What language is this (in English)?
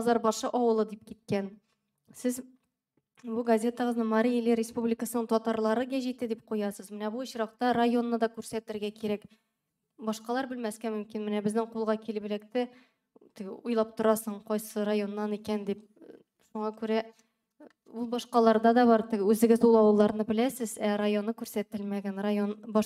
Tatar